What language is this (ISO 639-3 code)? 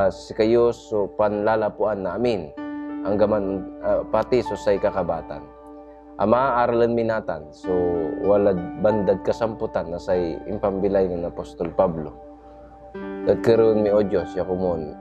pag